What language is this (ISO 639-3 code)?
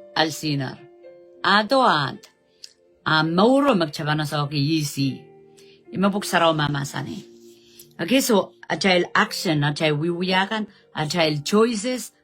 pon